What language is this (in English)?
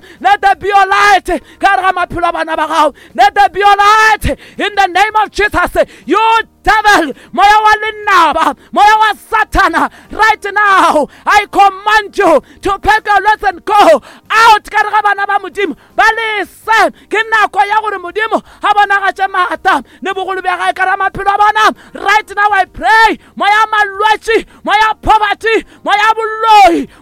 Northern Sotho